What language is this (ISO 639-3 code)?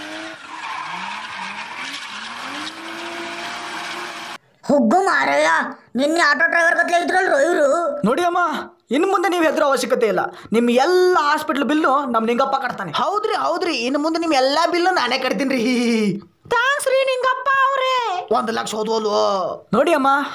kan